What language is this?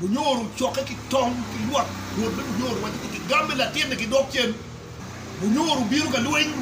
Acoli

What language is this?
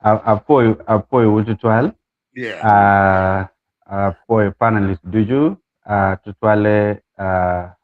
Acoli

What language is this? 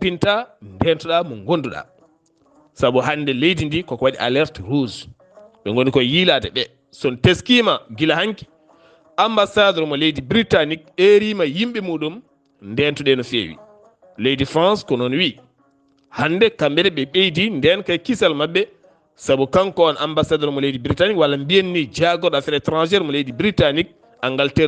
Fula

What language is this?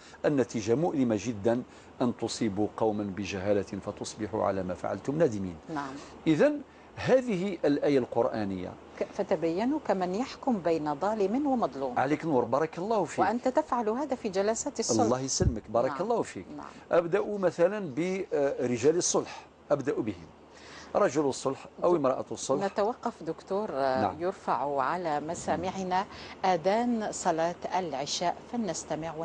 Algerian Arabic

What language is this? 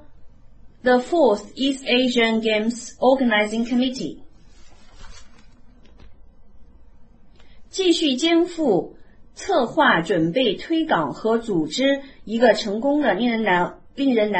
Chinese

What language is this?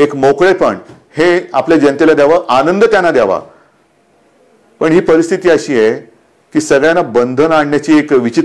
Marathi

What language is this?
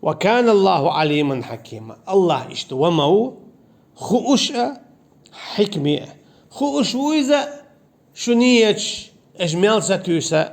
Chechen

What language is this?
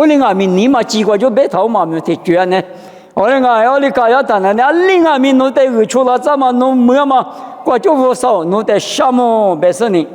Lisu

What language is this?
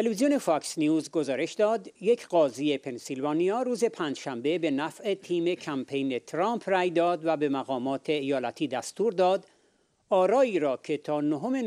Persian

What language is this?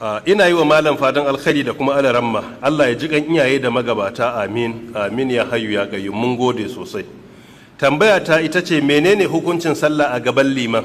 Hausa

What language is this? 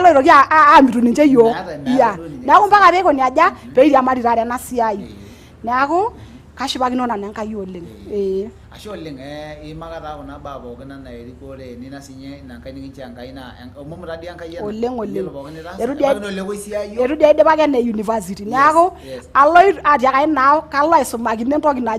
Masai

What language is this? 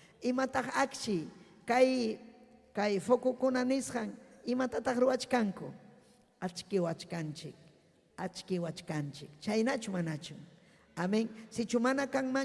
Ayacucho Quechua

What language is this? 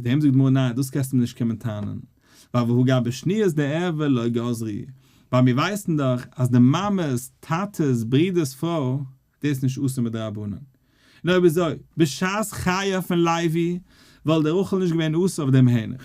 Yiddish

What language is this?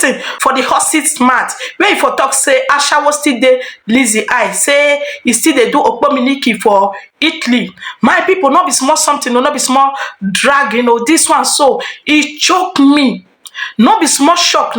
Nigerian Pidgin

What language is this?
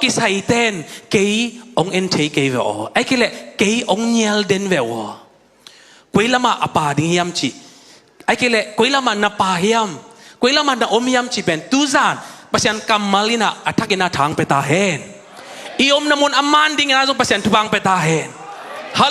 Tedim Chin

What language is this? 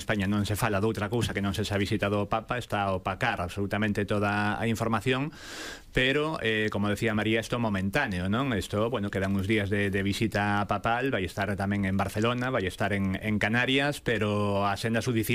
Galician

